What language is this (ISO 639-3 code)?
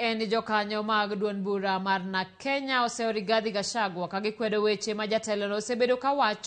luo